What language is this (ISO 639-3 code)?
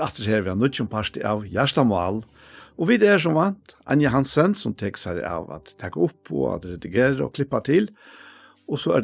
fao